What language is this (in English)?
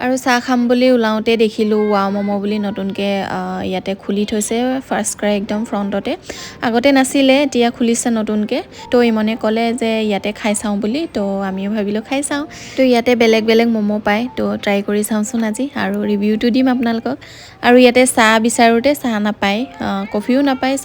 Assamese